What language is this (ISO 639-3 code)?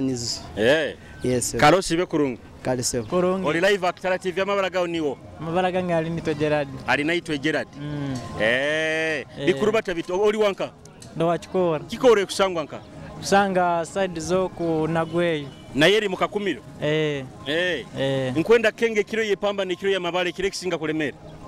nyo